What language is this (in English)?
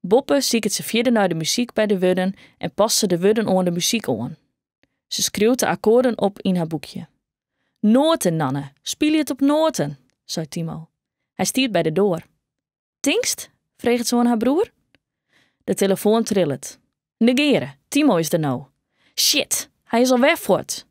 Western Frisian